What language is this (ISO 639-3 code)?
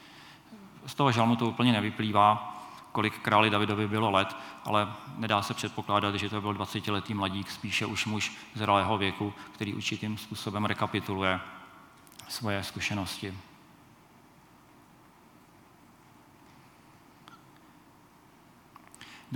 ces